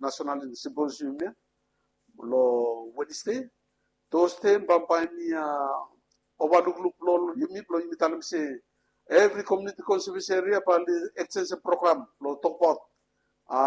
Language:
Bislama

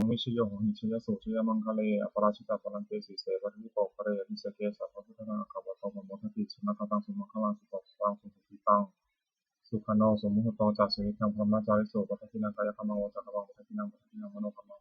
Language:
Pali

